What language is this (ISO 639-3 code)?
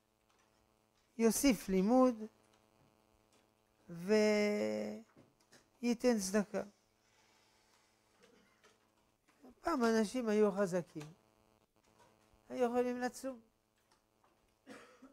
heb